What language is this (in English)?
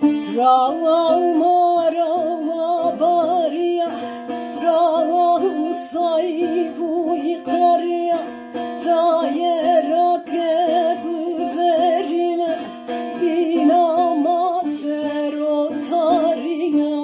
Zaza